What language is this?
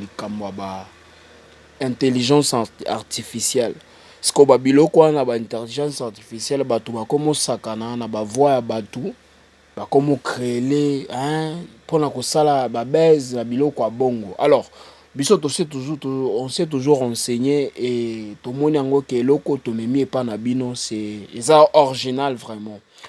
Lingala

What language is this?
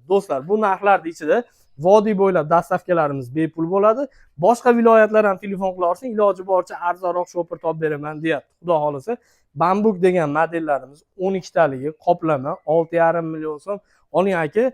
Uzbek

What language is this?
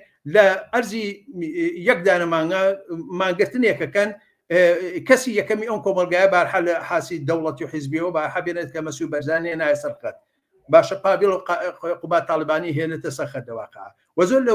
Central Kurdish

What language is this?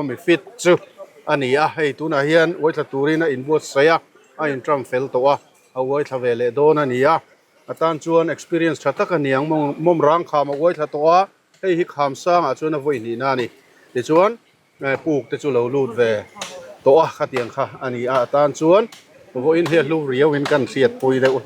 Mizo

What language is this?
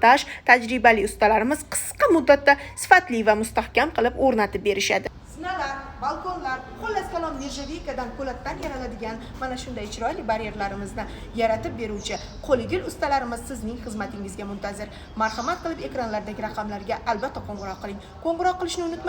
Uzbek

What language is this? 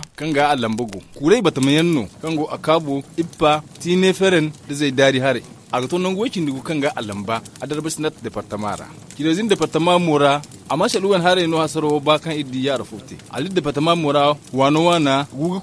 Zarma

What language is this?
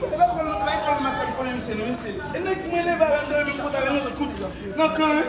Haitian Creole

